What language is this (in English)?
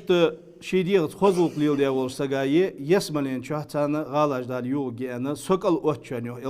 Ingush